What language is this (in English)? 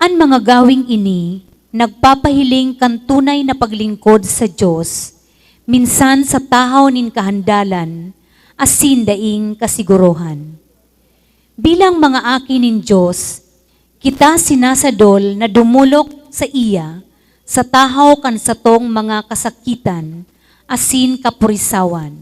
Bikol